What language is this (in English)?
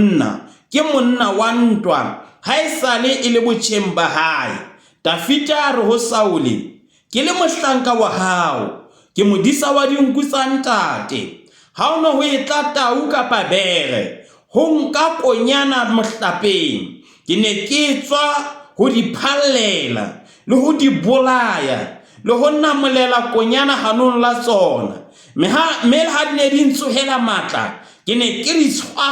Southern Sotho